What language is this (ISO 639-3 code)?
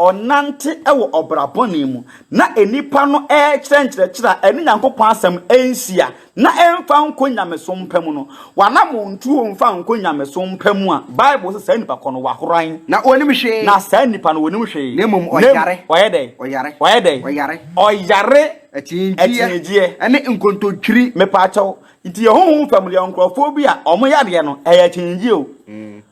aka